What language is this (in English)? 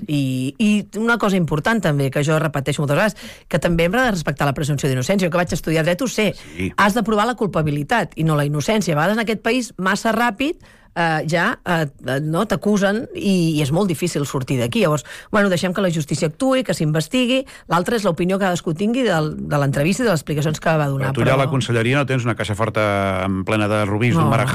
Catalan